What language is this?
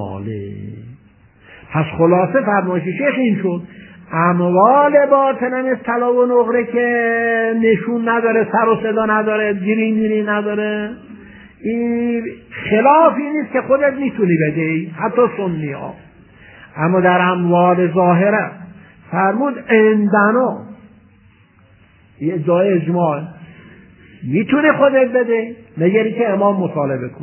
Persian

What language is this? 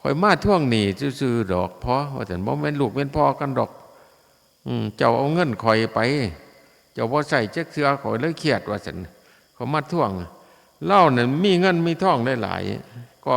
Northeastern Thai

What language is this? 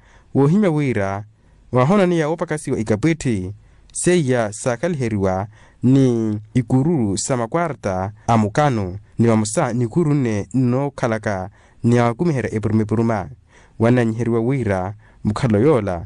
Makhuwa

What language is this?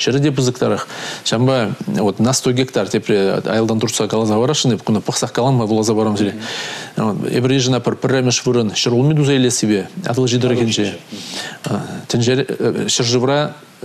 Chuvash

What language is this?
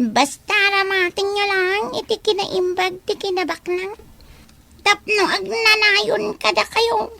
Iloko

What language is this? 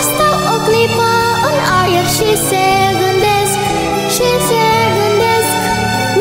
Romanian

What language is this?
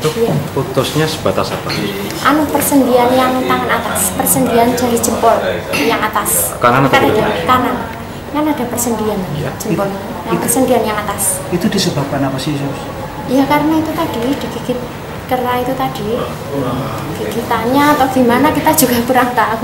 Indonesian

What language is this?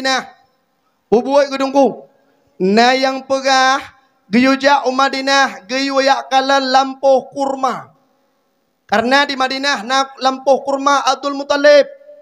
Achinese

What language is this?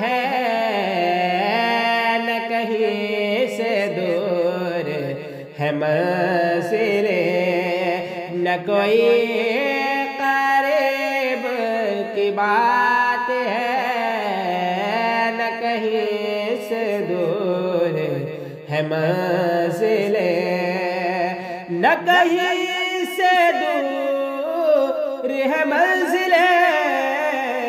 Urdu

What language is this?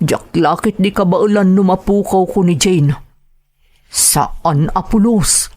Iloko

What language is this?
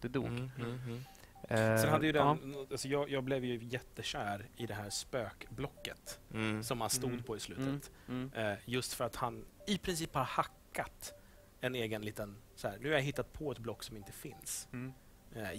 Swedish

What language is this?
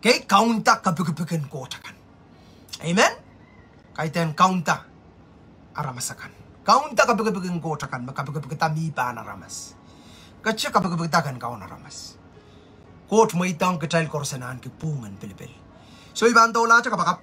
Pohnpeian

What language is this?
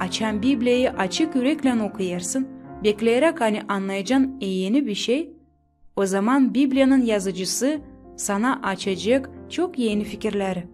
Gagauz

